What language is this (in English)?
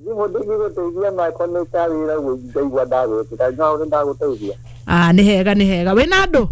Kikuyu